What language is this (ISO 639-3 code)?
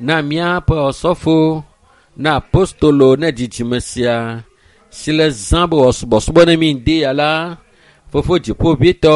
ewe